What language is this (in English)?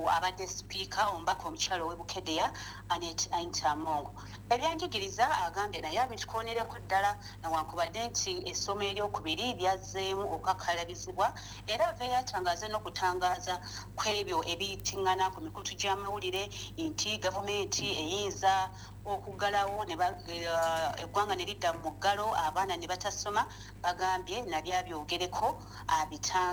Ganda